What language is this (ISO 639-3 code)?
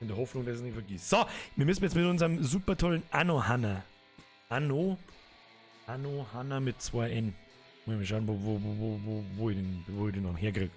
bar